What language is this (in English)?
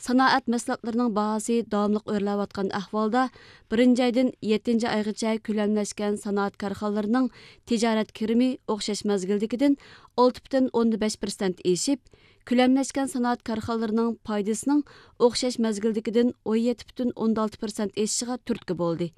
Uyghur